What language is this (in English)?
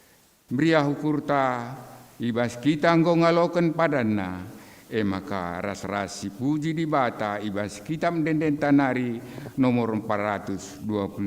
Batak Karo